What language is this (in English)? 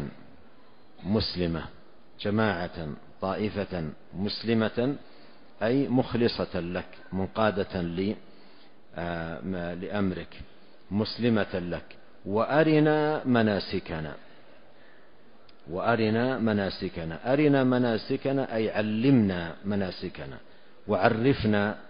Arabic